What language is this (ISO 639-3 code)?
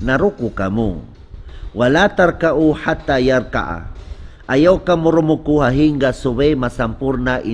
tsg